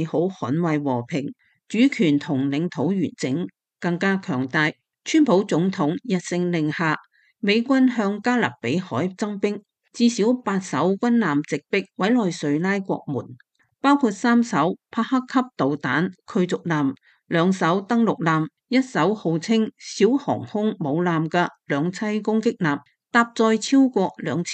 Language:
Cantonese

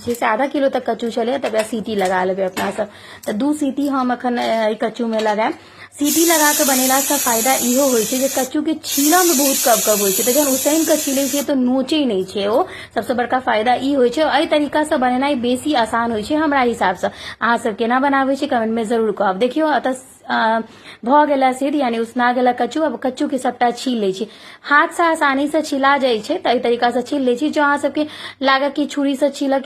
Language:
Maithili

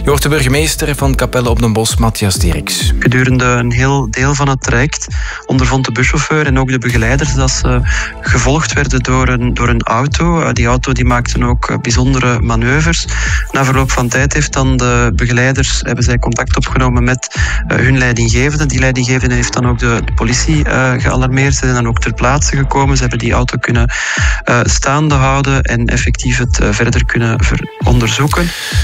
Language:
Dutch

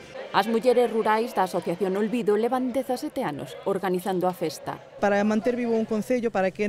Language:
Galician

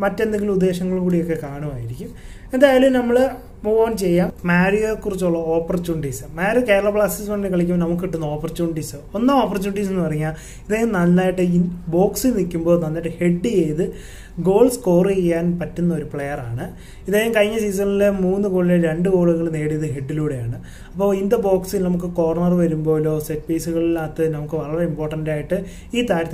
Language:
Malayalam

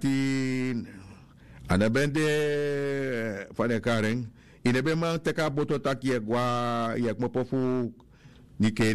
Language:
Sranan Tongo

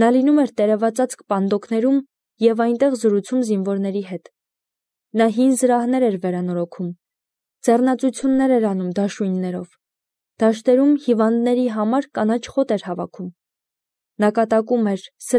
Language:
Armenian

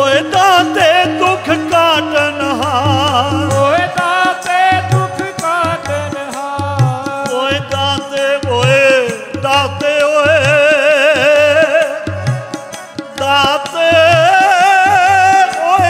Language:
Punjabi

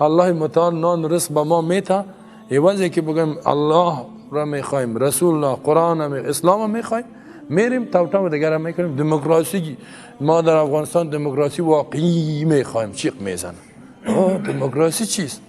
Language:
Persian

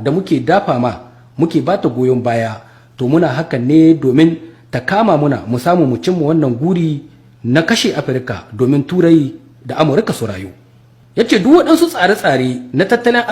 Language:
Hausa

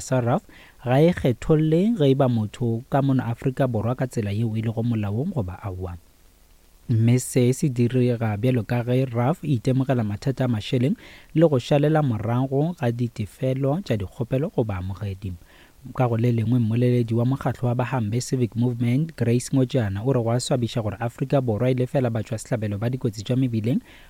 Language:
Northern Sotho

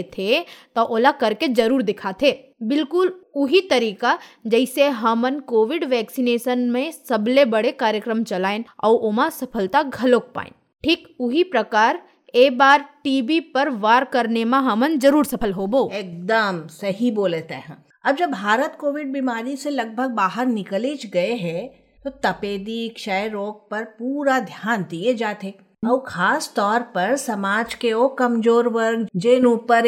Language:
Hindi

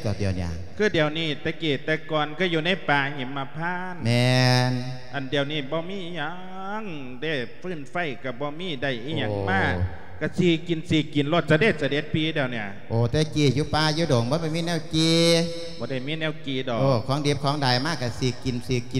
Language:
Lao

